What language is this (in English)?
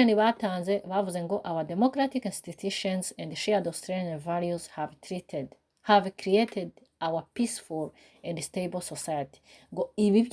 Rundi